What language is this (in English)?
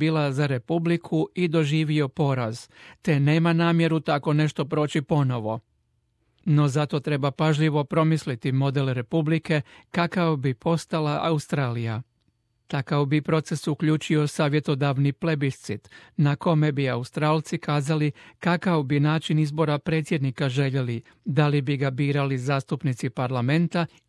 Croatian